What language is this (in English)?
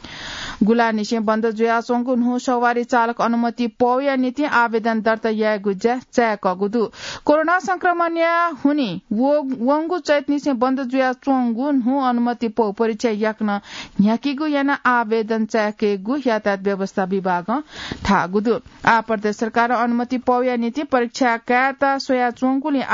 Newari